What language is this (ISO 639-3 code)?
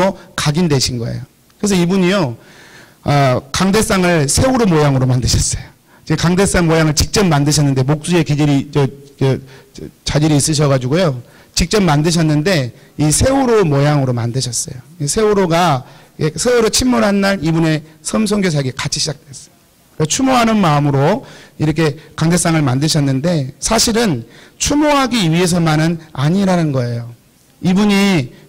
kor